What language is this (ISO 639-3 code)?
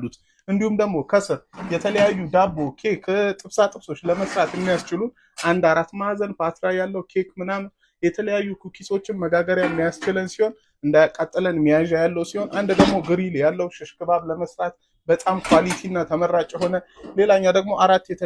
amh